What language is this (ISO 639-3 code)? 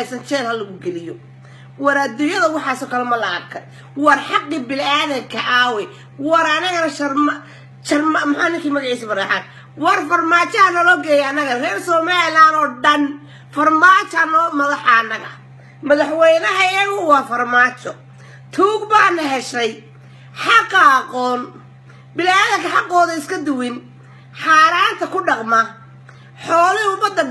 som